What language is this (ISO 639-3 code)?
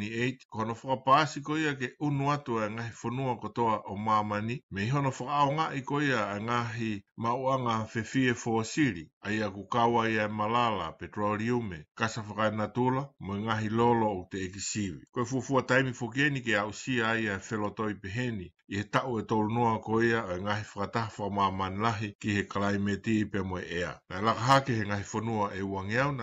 ton